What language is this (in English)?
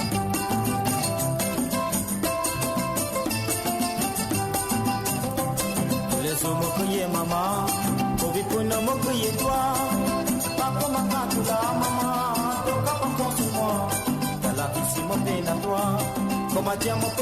Morisyen